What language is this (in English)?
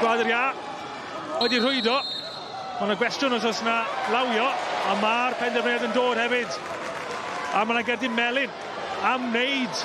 Welsh